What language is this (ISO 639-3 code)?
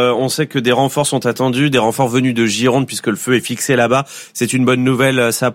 fra